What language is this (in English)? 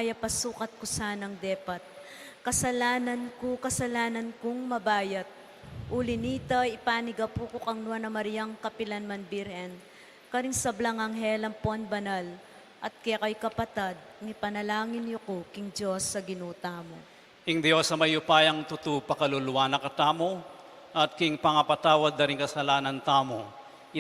Pampanga